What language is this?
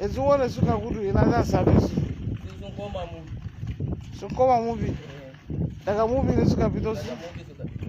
Hausa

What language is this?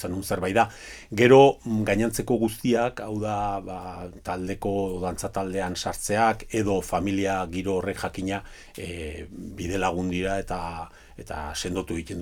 Basque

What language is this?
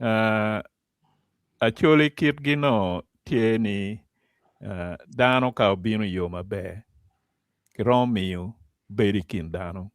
Acoli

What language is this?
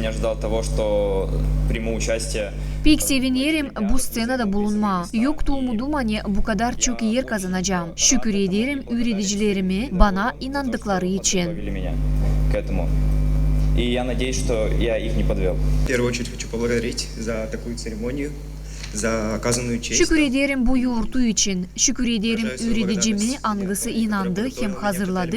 Gagauz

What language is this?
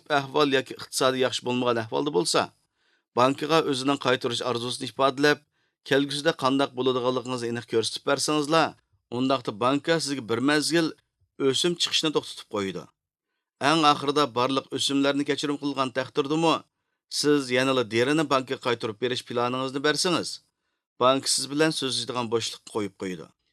Uyghur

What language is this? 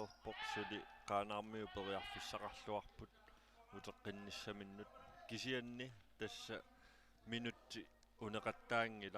Kalaallisut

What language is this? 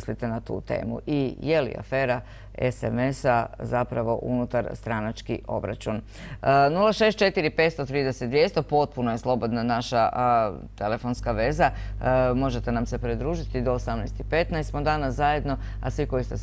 Croatian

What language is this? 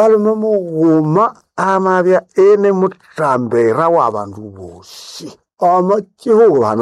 Nande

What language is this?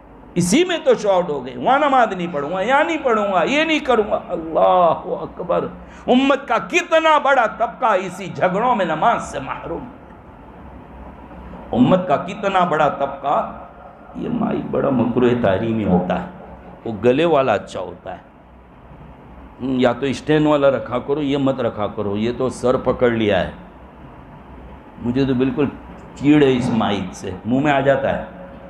Urdu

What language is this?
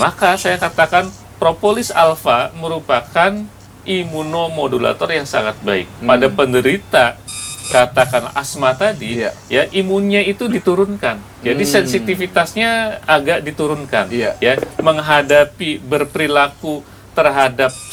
Indonesian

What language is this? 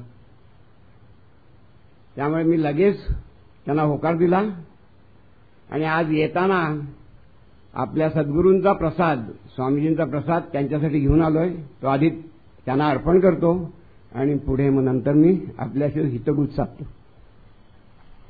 Marathi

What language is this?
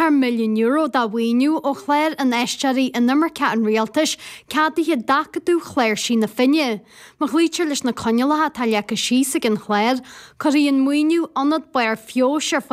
Irish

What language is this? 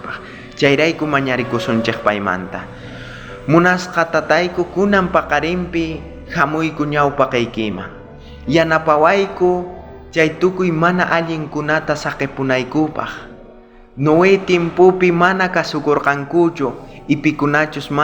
South Bolivian Quechua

